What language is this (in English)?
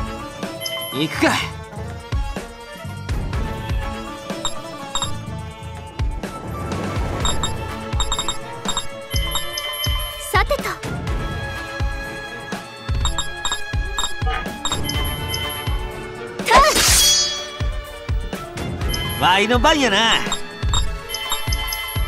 Japanese